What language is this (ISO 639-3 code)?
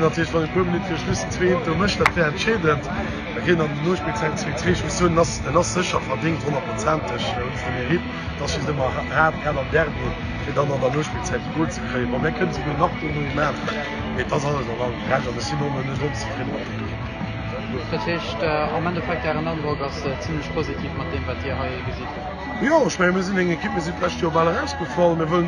ltz